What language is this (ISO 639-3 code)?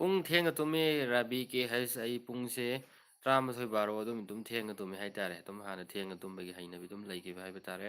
mni